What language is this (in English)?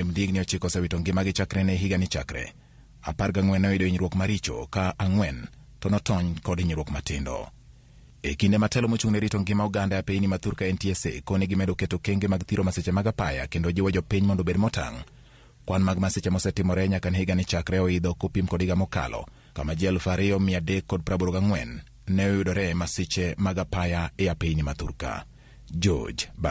Luo (Kenya and Tanzania)